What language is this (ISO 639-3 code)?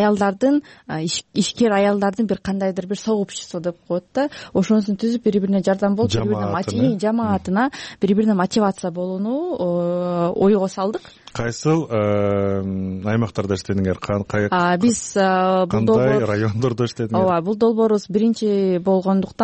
kir